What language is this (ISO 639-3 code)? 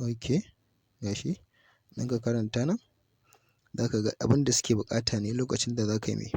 hau